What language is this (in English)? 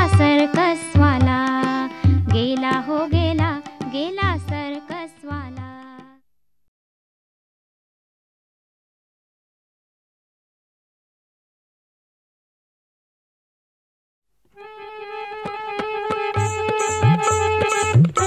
Marathi